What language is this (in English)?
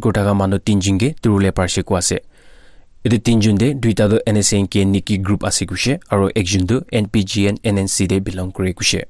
Naga Pidgin